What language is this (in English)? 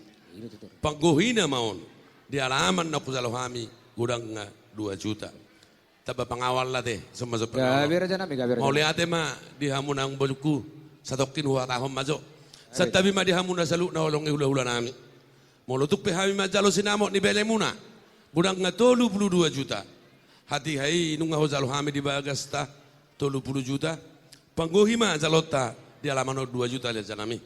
Batak Toba